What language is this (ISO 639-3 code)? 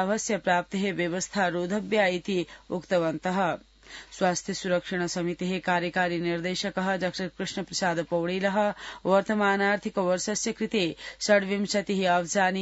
san